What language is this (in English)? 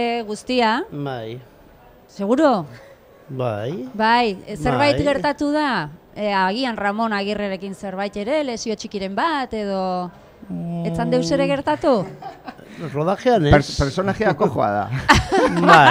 Basque